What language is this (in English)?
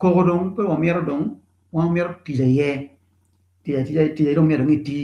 Acoli